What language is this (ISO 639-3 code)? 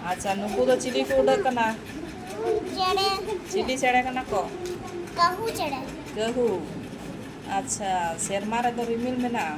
sat